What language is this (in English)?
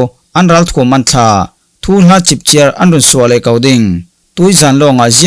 Falam Chin